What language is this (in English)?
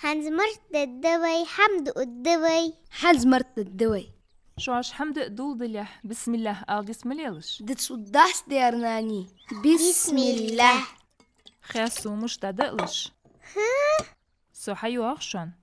Ingush